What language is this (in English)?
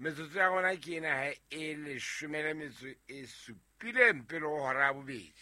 Southern Sotho